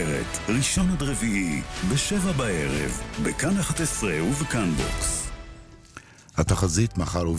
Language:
Hebrew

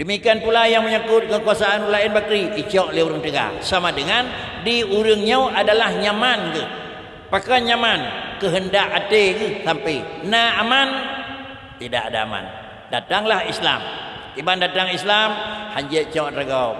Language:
Achinese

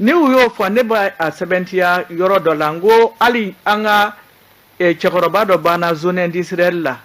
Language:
Bambara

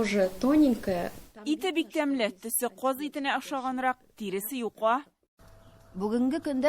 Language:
Tatar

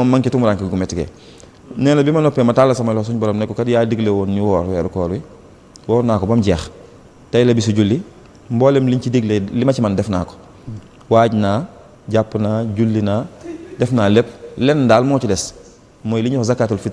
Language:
Wolof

